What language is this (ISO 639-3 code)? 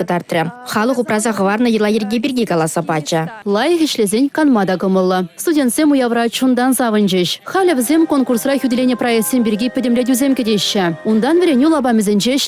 chv